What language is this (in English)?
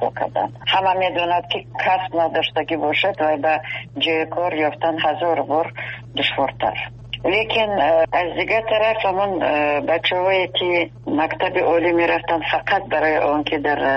Persian